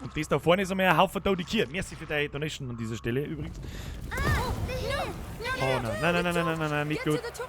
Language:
Bavarian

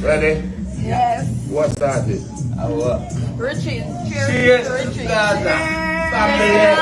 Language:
Jamaican Creole English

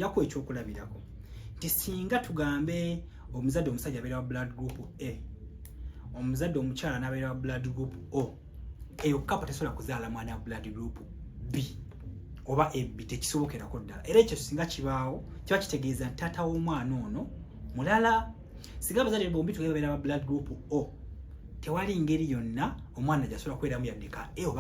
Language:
Ganda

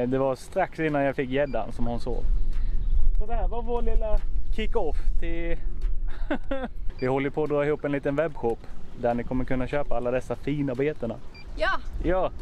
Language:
Swedish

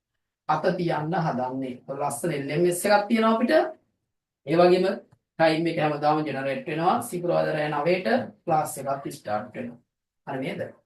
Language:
Sinhala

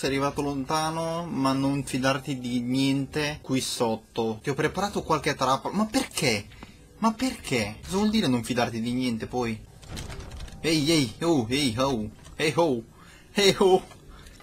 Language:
Italian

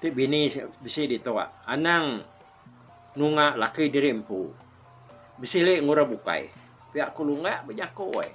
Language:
Iban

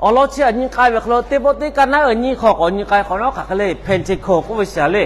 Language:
Lahu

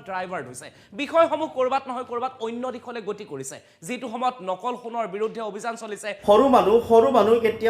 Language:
Assamese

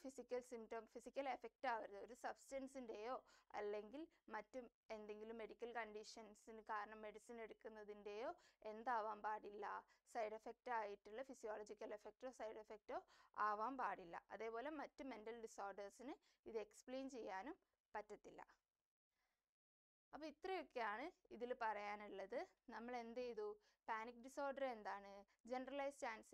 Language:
Malayalam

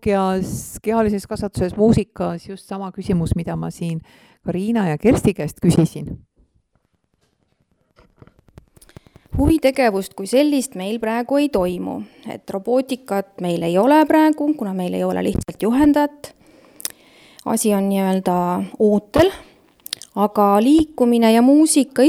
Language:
Estonian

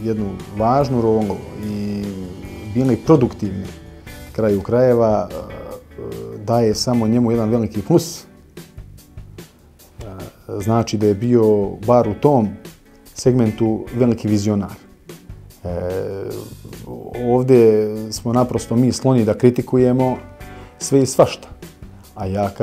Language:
Bosnian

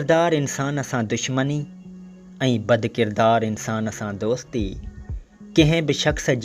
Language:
Sindhi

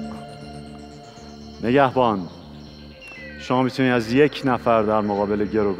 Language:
Persian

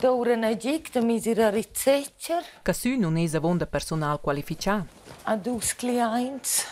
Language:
Romansh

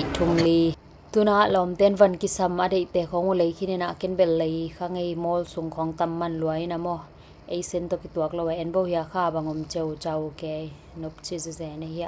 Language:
Tedim Chin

